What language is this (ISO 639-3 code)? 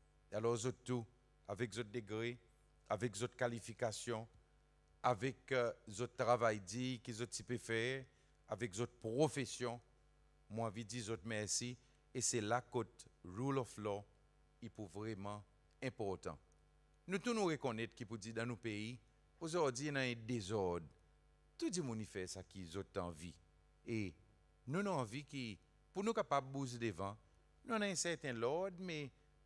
crs